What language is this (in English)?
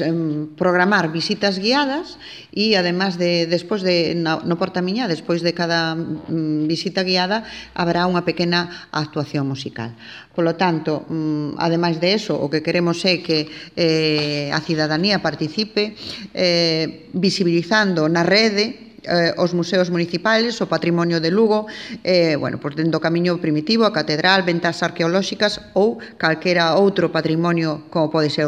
Galician